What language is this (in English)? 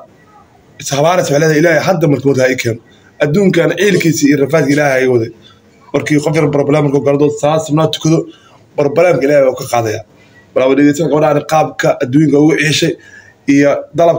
Somali